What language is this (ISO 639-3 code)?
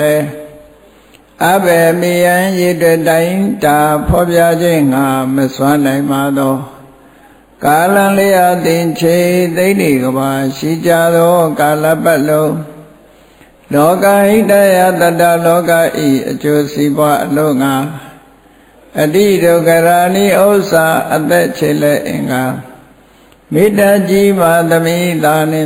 mya